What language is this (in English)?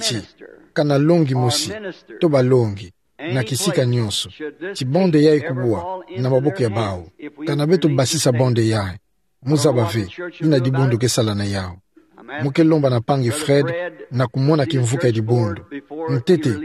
Kituba (Democratic Republic of Congo)